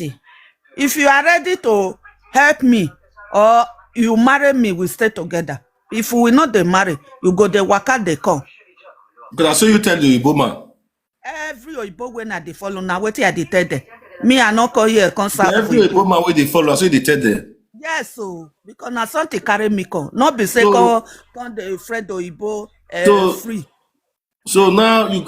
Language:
Nigerian Pidgin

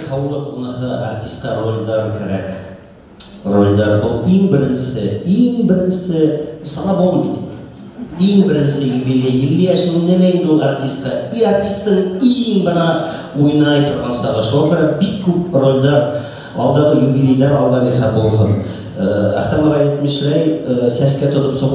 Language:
Bashkir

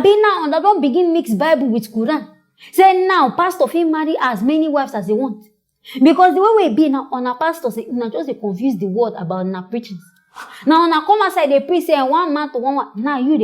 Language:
Nigerian Pidgin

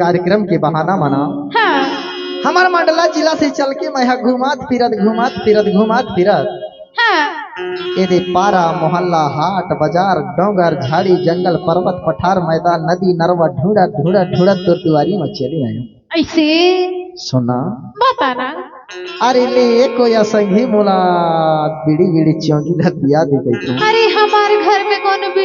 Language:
Chhattisgarhi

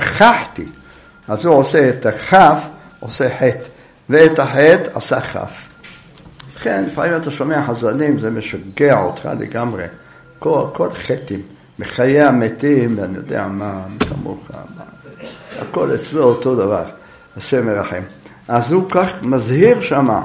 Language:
Hebrew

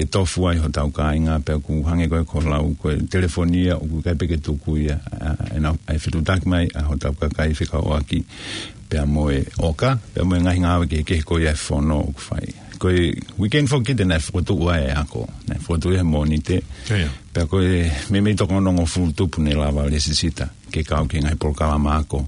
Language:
Tongan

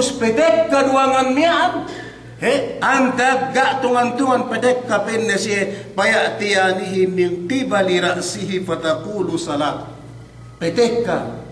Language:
Yakan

